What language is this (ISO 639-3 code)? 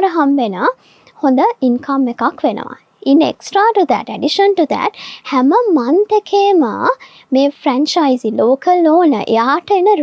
sin